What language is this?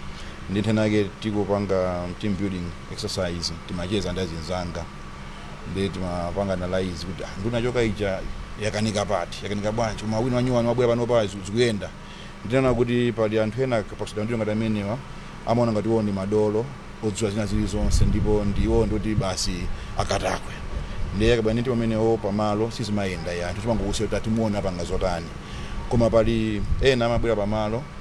Nyanja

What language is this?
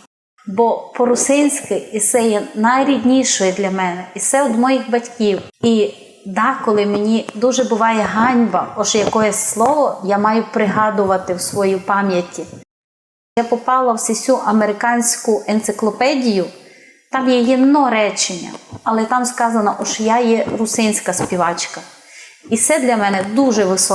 Rusyn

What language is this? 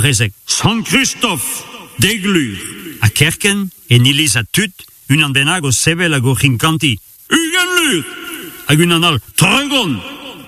Breton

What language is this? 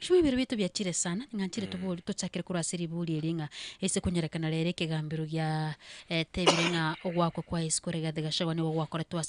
Gusii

